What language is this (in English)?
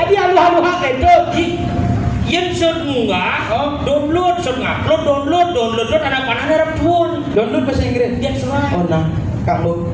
Balinese